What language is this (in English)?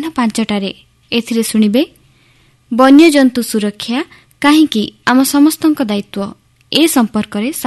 Odia